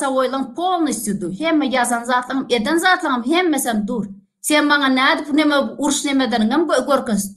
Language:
Turkmen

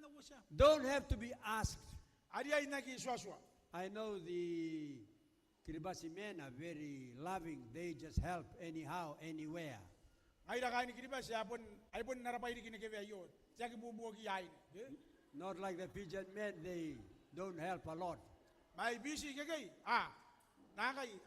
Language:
Gilbertese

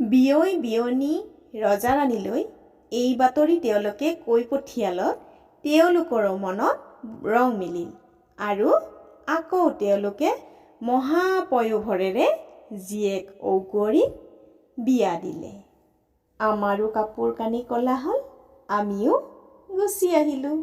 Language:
Assamese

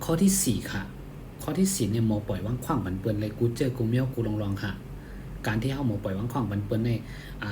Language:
Shan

